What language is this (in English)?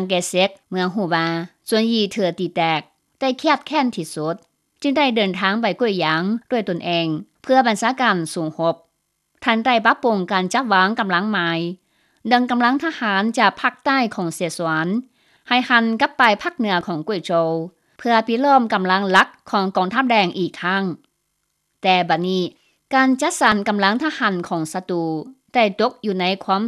Lao